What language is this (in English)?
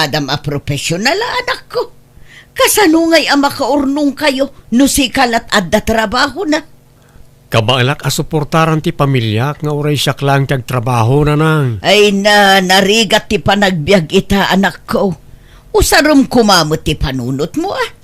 Iloko